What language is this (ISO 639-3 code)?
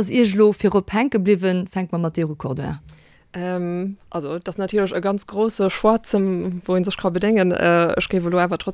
ltz